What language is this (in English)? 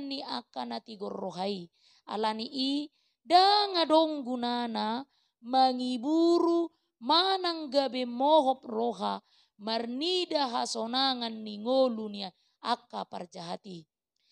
Batak Toba